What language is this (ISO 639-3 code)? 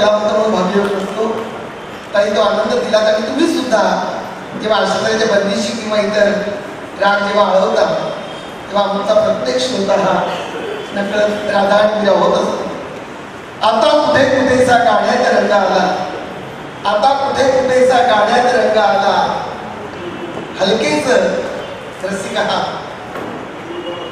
mar